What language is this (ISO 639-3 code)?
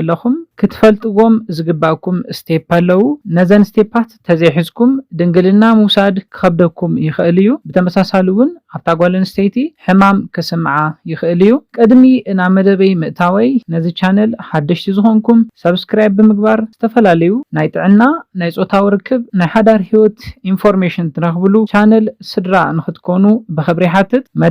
tir